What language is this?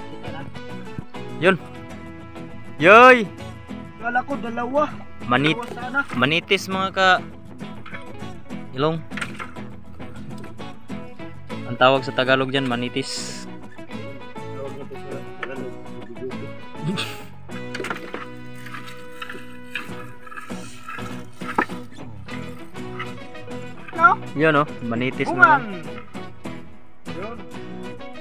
Filipino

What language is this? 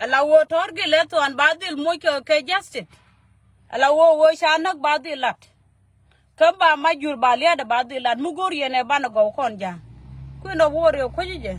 Nuer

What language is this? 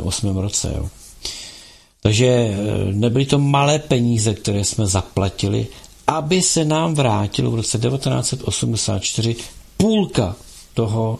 Czech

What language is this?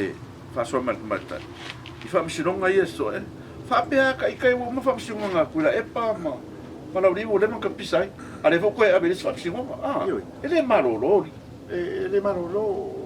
Samoan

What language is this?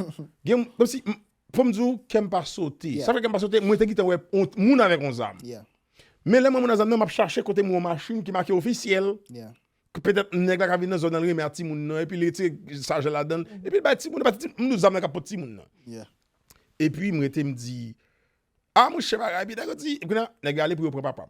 Haitian Creole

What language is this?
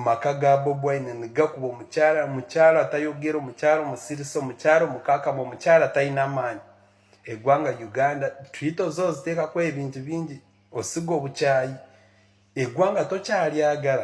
Ganda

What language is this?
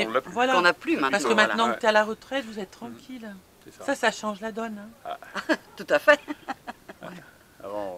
French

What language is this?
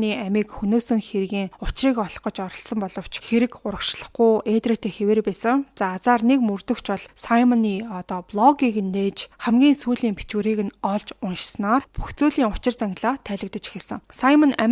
Mongolian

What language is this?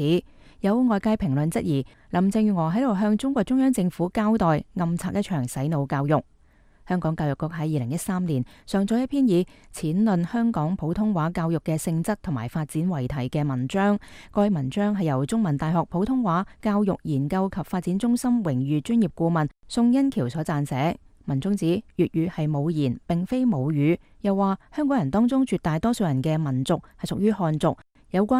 Cantonese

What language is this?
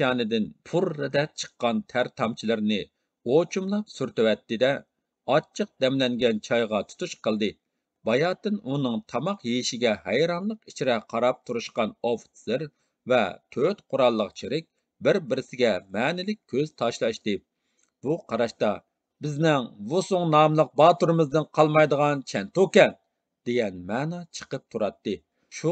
Uyghur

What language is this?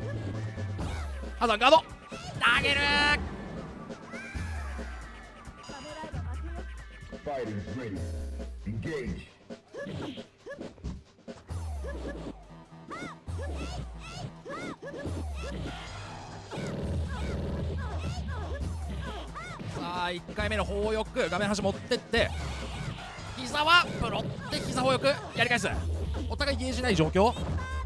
Japanese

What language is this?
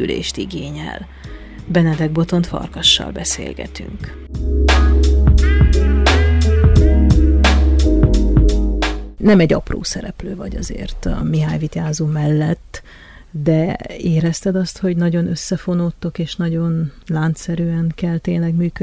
Hungarian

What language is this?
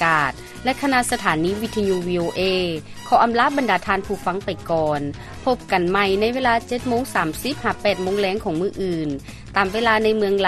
Lao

